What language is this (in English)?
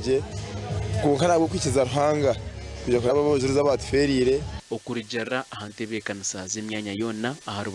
Nyankole